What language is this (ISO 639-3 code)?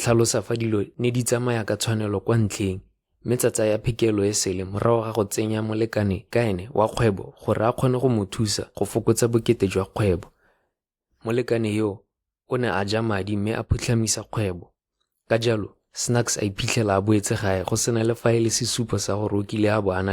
tsn